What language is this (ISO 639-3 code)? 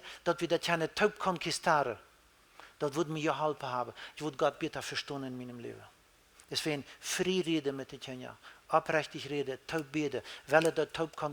pdt